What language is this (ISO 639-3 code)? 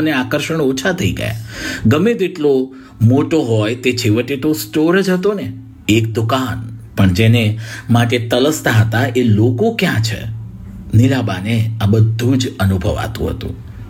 guj